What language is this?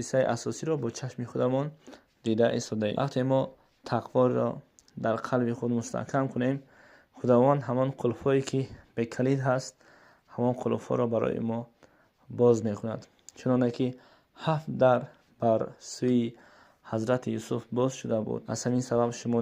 Tajik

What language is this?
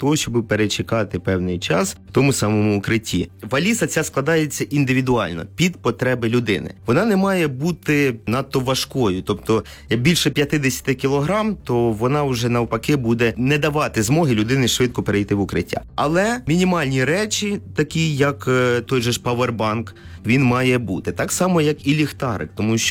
Ukrainian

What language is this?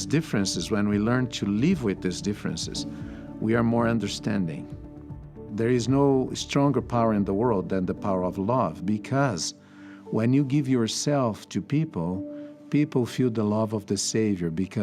Tahitian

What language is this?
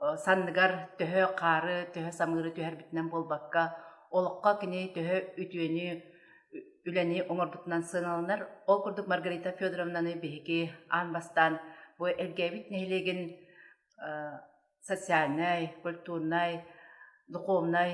Yakut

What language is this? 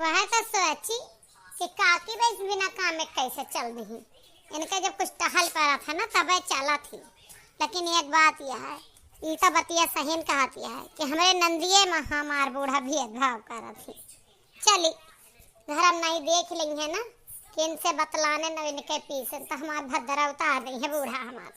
Awadhi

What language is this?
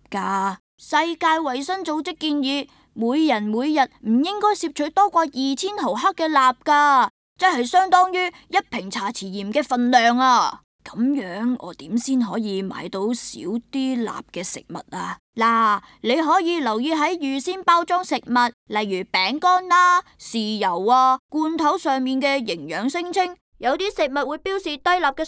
Cantonese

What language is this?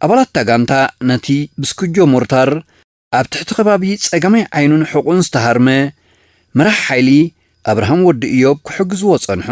Tigrinya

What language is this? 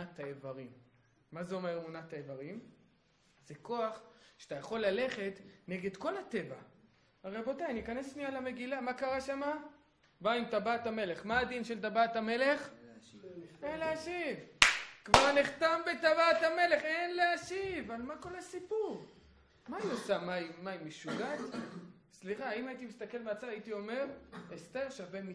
Hebrew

